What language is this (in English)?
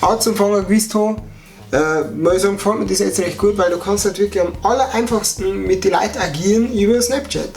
Bavarian